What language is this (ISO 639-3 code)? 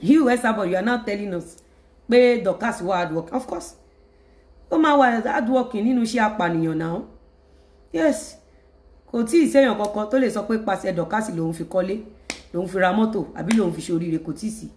yor